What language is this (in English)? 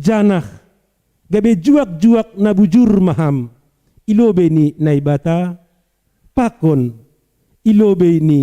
Batak Simalungun